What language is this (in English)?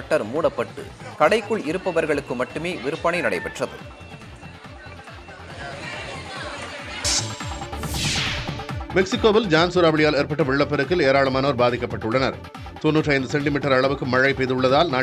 Tamil